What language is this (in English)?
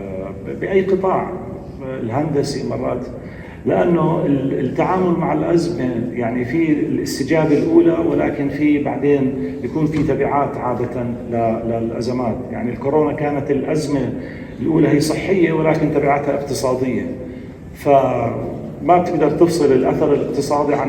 North Levantine Arabic